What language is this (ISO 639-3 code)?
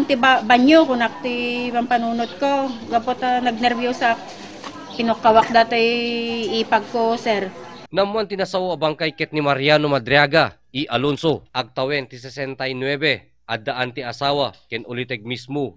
ilo